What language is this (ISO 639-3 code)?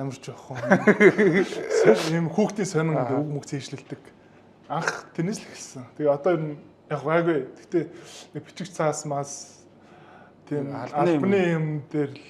mon